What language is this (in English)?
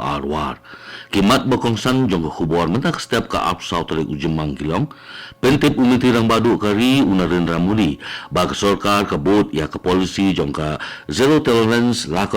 Khasi